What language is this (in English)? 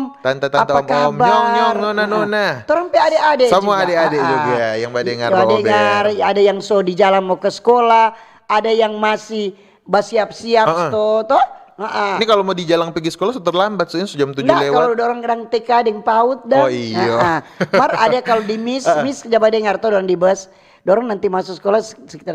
Manado Malay